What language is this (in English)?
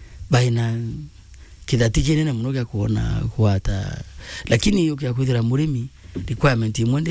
Meru